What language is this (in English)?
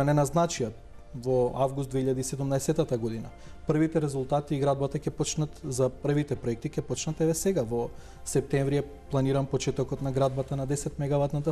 Macedonian